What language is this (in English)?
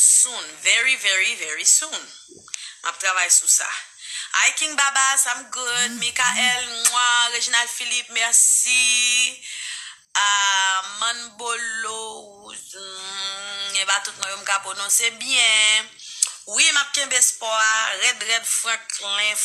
Haitian Creole